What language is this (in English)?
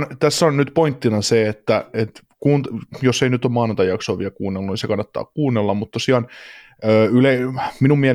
Finnish